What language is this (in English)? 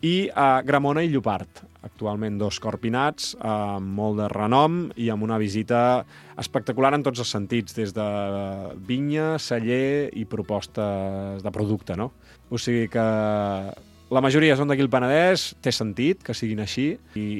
Catalan